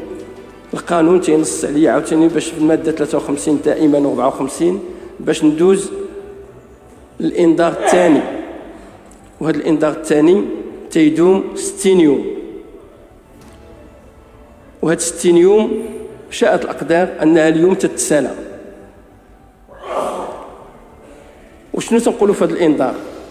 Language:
Moroccan Arabic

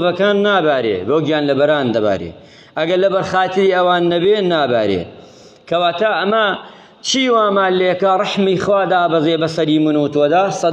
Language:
Central Kurdish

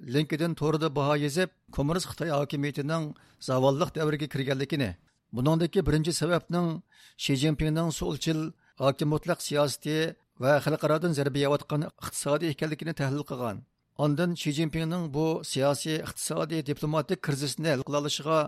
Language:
Uyghur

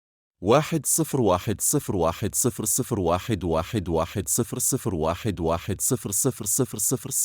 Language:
Egyptian Arabic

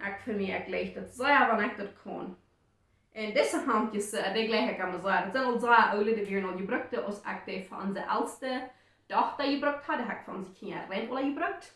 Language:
Plautdietsch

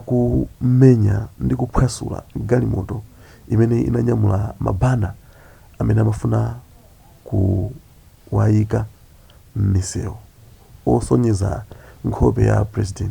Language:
Nyanja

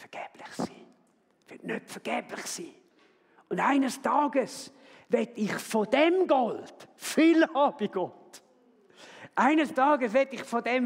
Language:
Swiss German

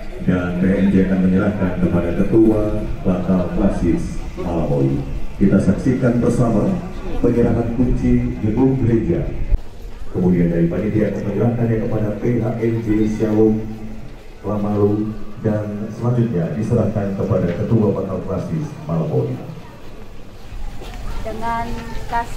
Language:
Indonesian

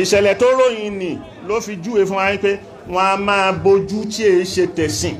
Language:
Yoruba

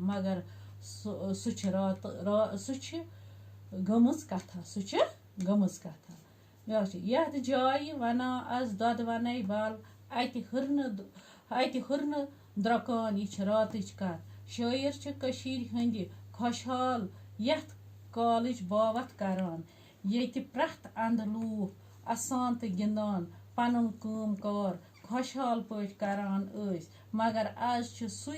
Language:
Kashmiri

